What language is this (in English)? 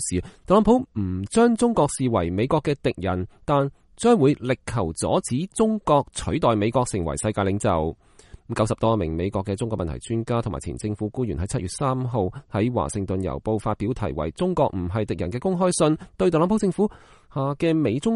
Cantonese